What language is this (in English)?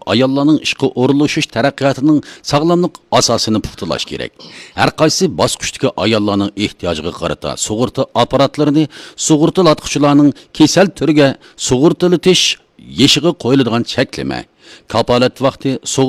Uyghur